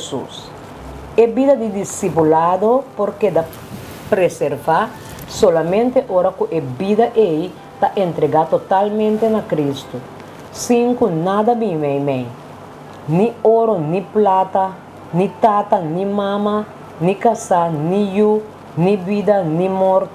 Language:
Papiamento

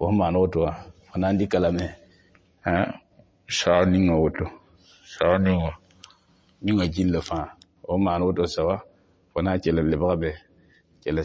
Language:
Mossi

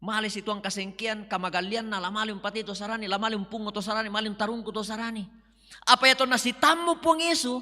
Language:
Toraja-Sa'dan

